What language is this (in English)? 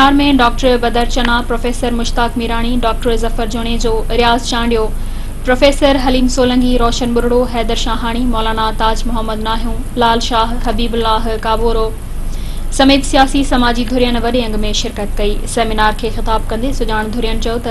Sindhi